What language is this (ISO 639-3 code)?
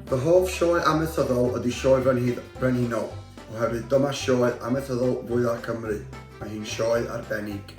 cym